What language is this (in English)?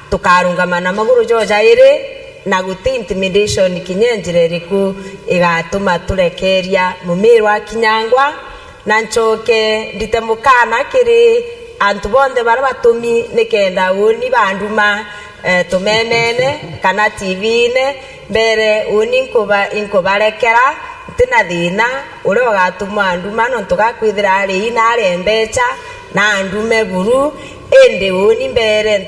Meru